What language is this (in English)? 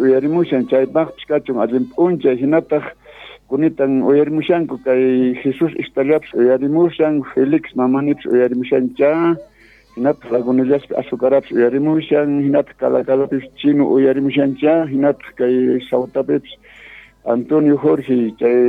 South Bolivian Quechua